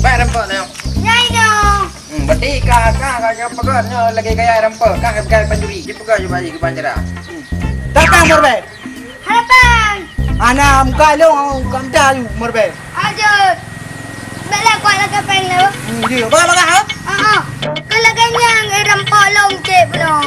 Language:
Achinese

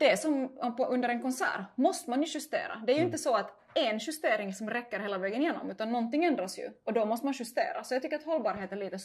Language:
Swedish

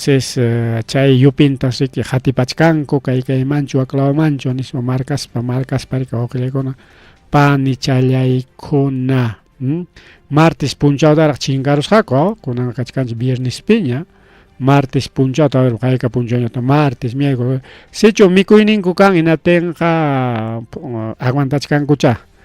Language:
Ayacucho Quechua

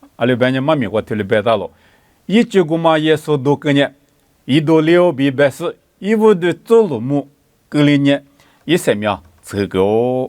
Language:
Lisu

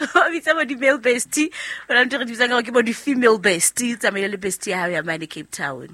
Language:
Southern Sotho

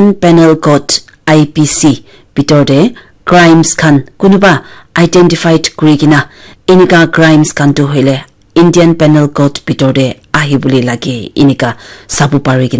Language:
Naga Pidgin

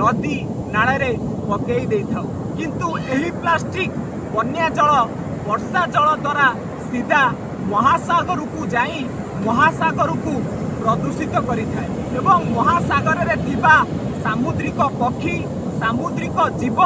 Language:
Odia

